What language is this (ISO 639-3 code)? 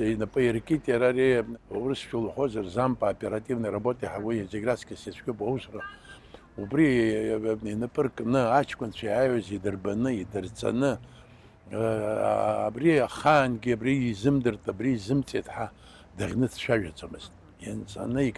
abk